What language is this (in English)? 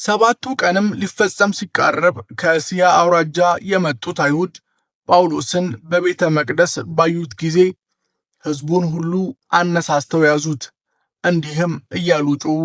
Amharic